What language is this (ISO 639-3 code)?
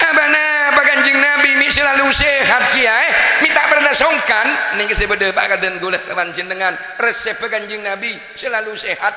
mad